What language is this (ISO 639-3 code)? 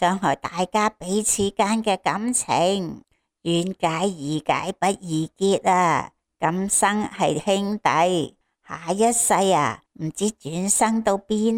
yue